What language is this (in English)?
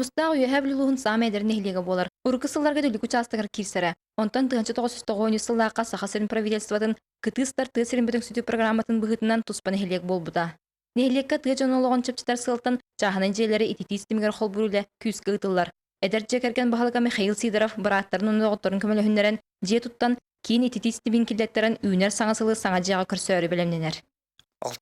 Yakut